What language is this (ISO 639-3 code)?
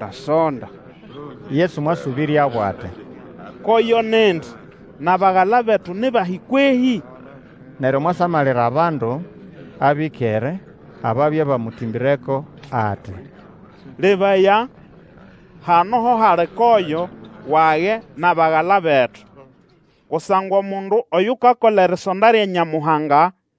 nnb